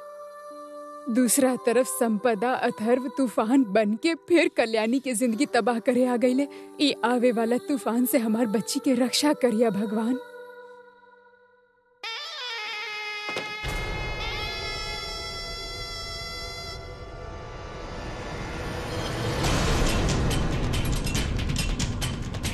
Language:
Bhojpuri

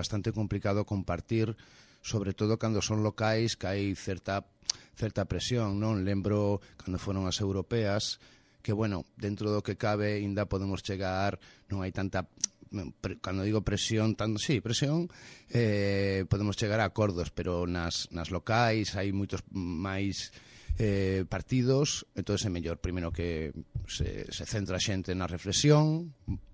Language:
Galician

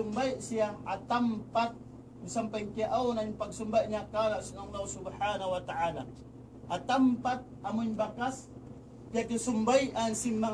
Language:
Tausug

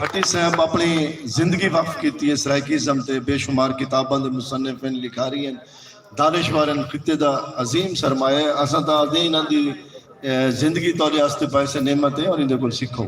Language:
Saraiki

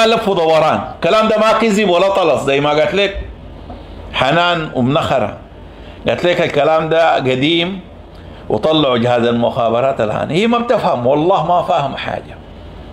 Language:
Sudanese Arabic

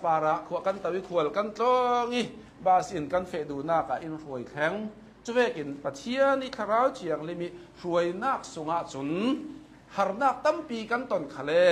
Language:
Hakha Chin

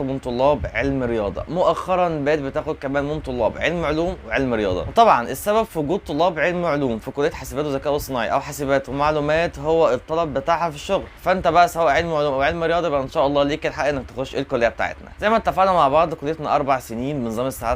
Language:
Egyptian Arabic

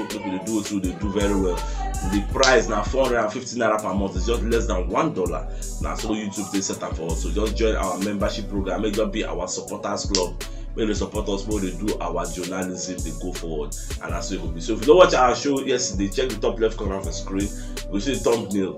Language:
Nigerian Pidgin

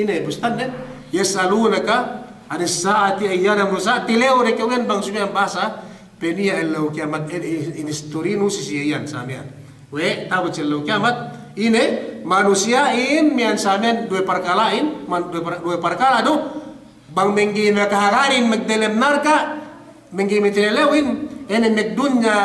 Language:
Yakan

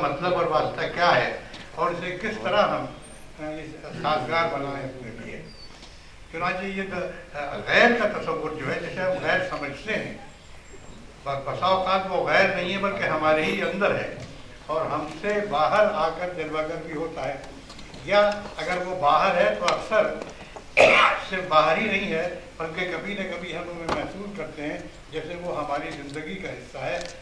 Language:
Urdu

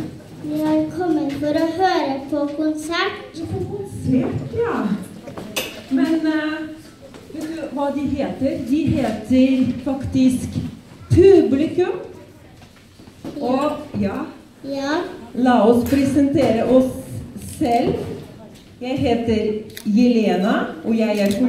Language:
Norwegian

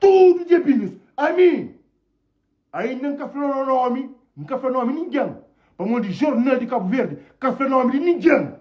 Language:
Kabuverdianu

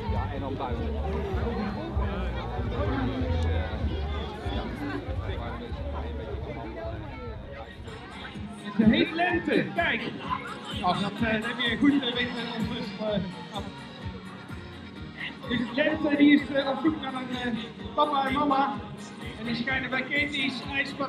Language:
Dutch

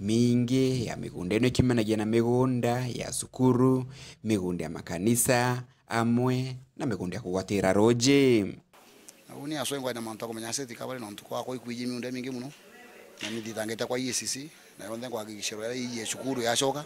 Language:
Meru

